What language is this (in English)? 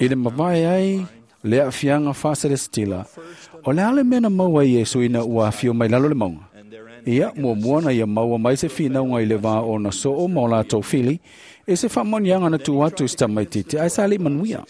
Samoan